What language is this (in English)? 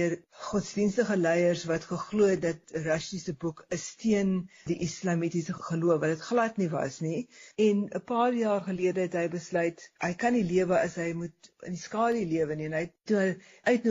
Afrikaans